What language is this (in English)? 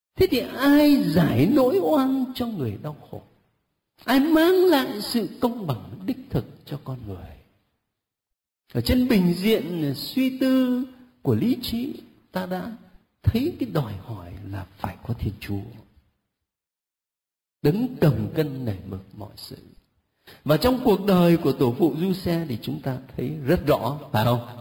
Vietnamese